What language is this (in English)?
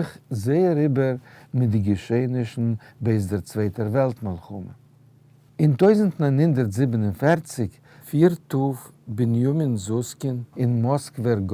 Yiddish